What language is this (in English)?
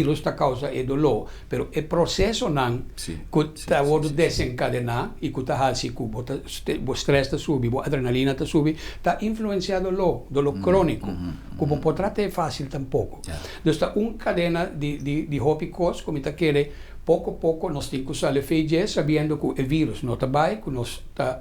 Papiamento